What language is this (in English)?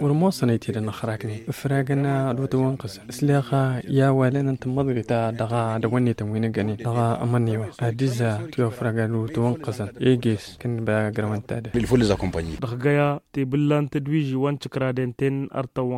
Tamasheq